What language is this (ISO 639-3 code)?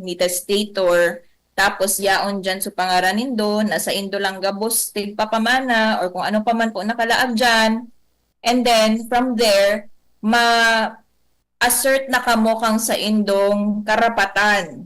bik